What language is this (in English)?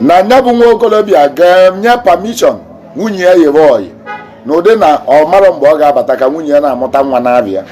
Igbo